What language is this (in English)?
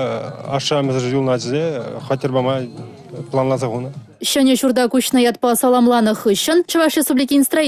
Chuvash